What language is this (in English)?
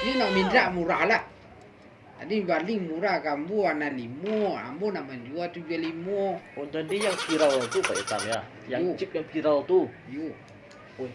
Minangkabau